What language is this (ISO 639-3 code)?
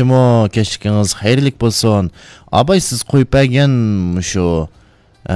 uig